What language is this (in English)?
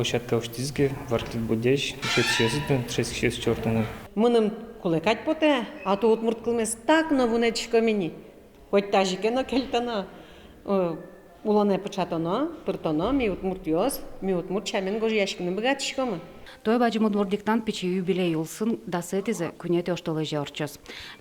Udmurt